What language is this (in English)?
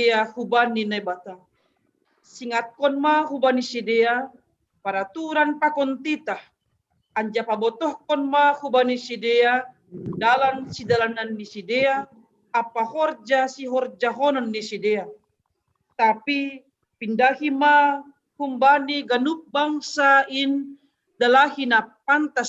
Batak Simalungun